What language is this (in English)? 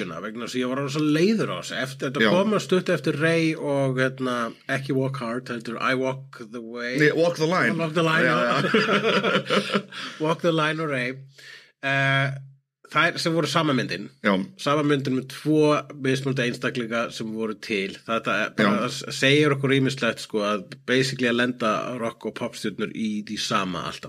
Icelandic